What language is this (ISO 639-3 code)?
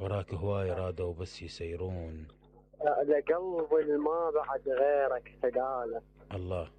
acm